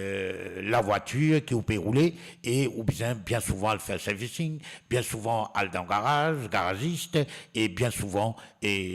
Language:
Morisyen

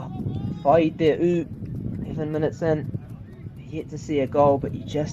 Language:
Māori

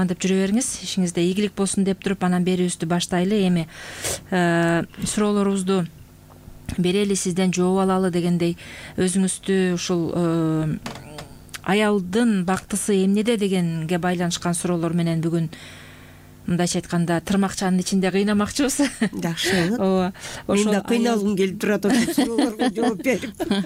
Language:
Kyrgyz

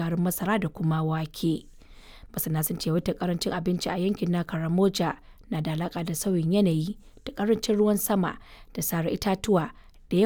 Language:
Hausa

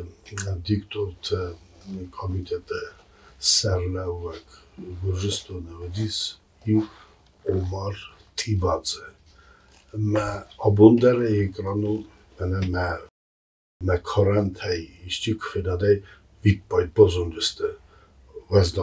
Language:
Ossetic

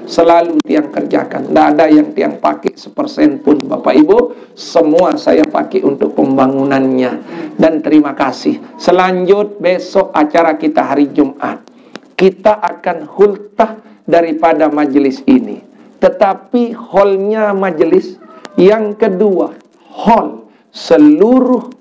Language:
Sasak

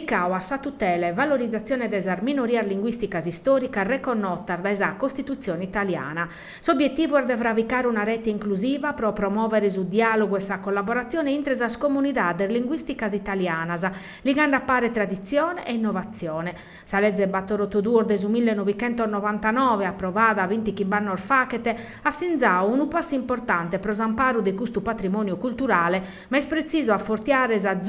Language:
Sardinian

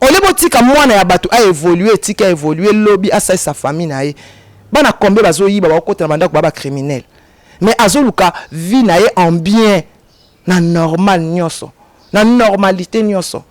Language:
Lingala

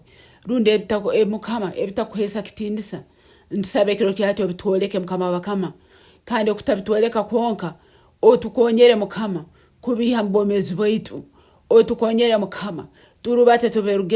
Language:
Nyankole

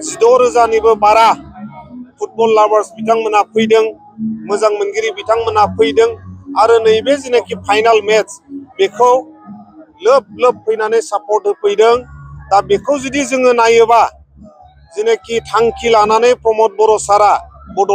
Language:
Bodo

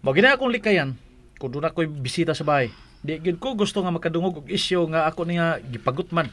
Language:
Cebuano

